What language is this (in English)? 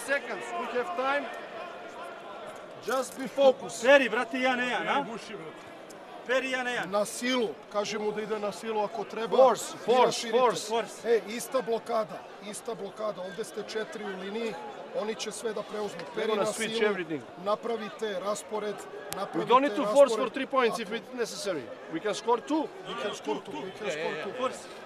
Serbian